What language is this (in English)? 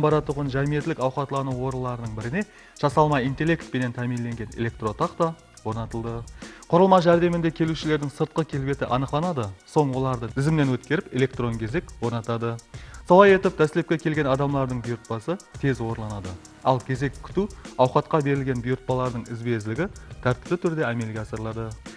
Kara-Kalpak